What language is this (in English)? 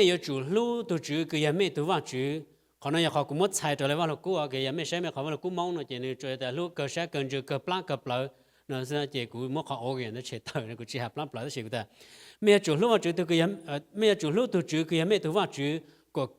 Hmong